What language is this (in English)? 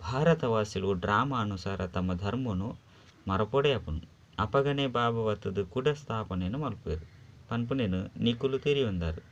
Tulu